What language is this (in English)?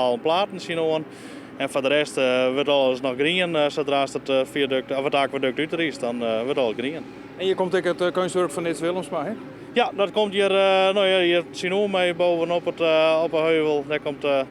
Western Frisian